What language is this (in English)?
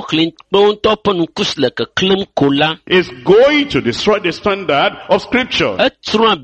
Ewe